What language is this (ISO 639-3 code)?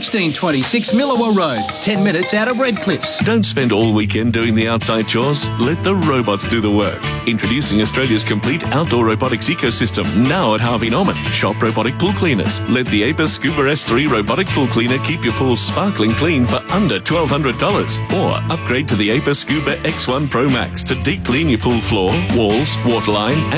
eng